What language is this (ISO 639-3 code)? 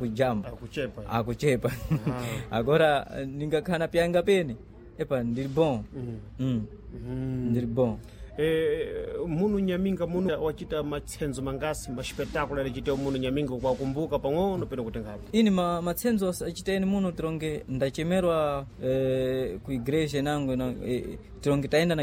seh